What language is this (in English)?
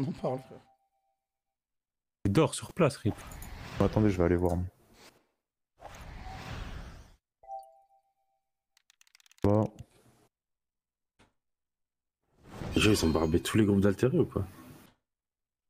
French